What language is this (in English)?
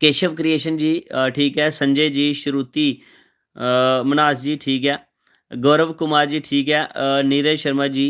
Dogri